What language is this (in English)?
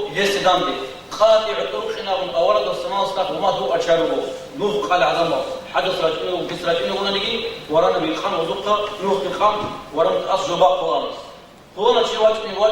Avaric